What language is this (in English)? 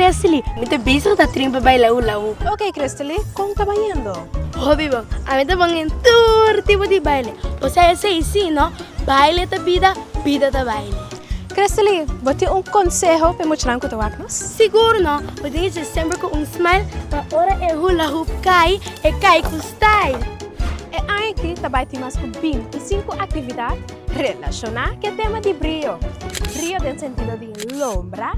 Papiamento